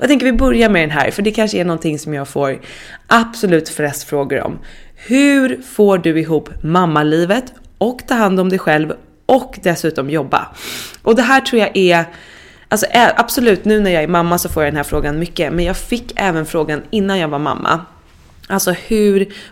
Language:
Swedish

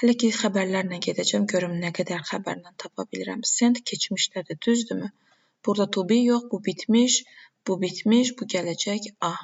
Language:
Azerbaijani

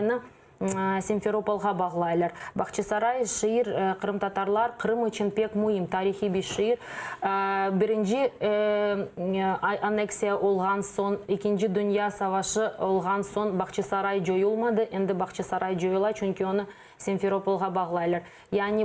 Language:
Crimean Tatar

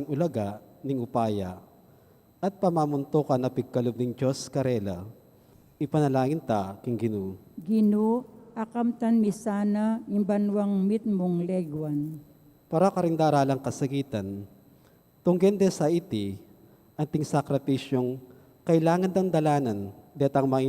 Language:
Pampanga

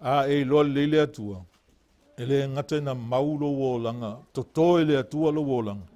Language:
Samoan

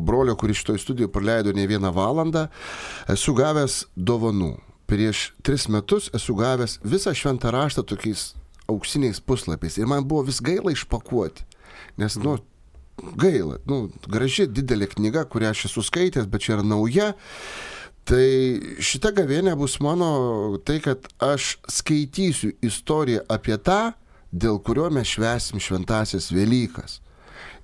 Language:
Lithuanian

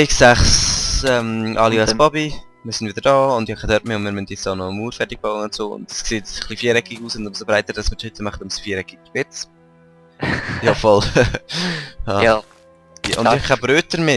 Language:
Swiss German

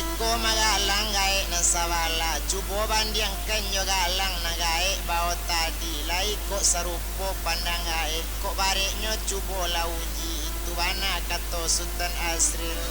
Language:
Minangkabau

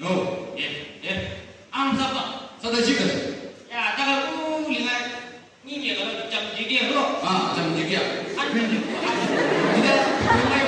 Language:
Chang Naga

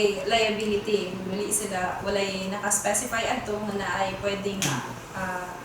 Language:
Cebuano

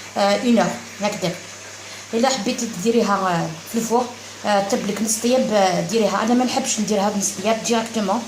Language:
Algerian Arabic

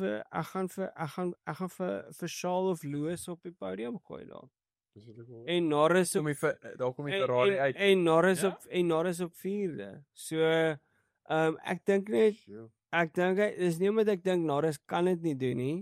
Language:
Afrikaans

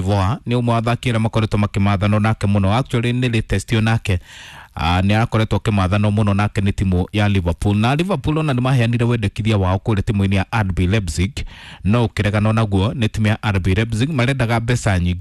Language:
Kikuyu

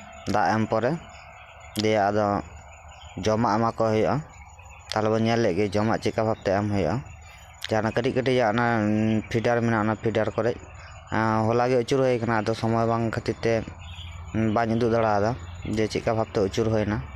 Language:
Santali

